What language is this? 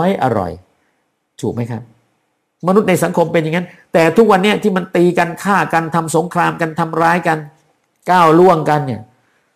Thai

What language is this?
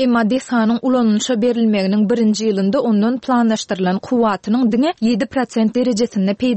Turkmen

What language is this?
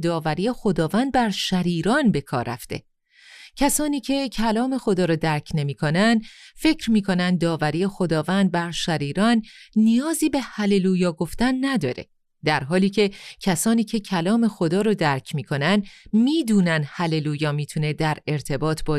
Persian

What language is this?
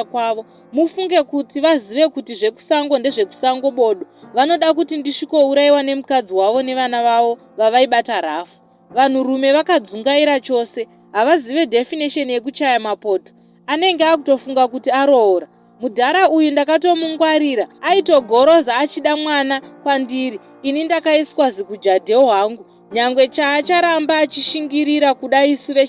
Shona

